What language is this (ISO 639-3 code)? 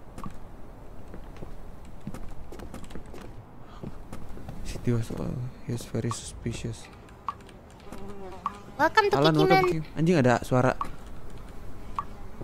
ind